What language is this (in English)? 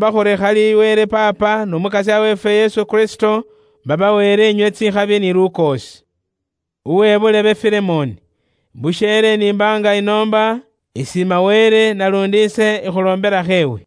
Luyia